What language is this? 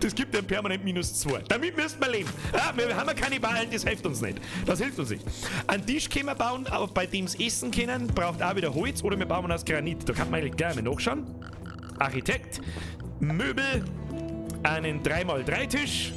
Bavarian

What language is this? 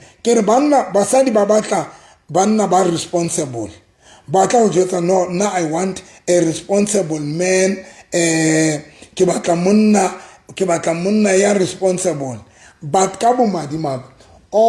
Southern Sotho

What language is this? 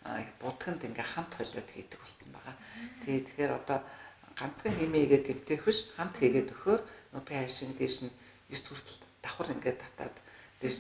Mongolian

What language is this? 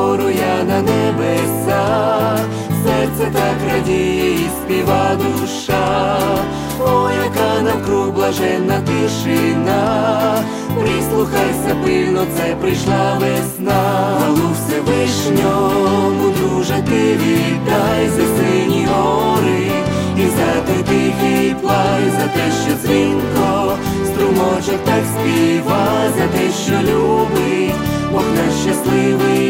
Ukrainian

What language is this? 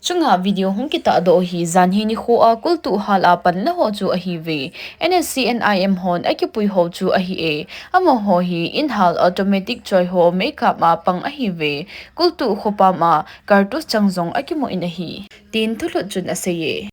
Thado Chin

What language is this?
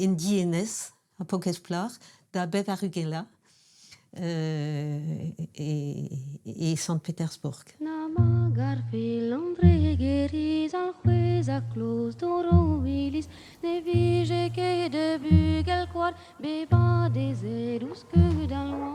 Breton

